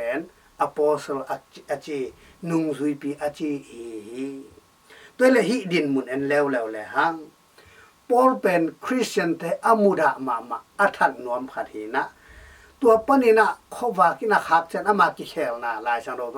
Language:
Tedim Chin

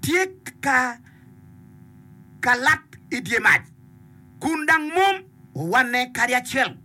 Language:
Acoli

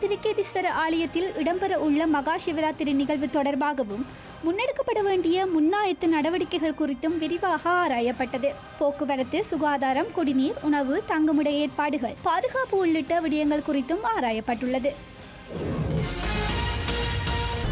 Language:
Tamil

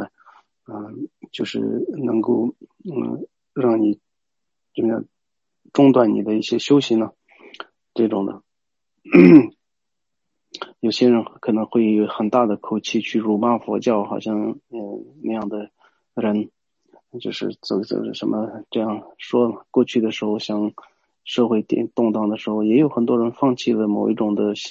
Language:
Chinese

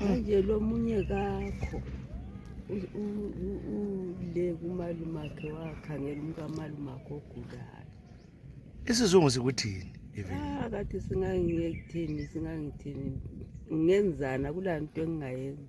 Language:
North Ndebele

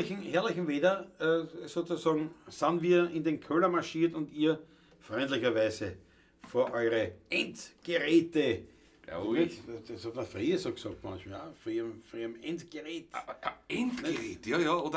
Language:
Bavarian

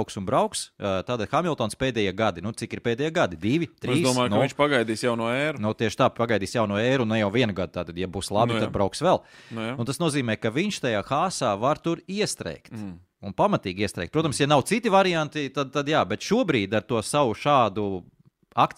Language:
Latvian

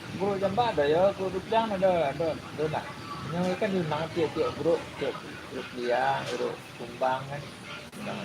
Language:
Minangkabau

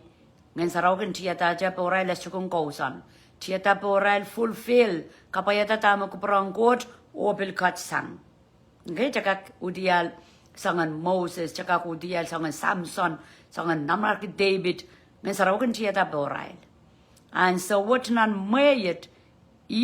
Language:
Pohnpeian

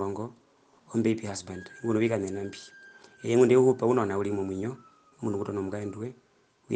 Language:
Herero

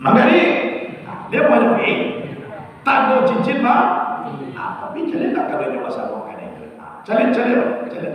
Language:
Minangkabau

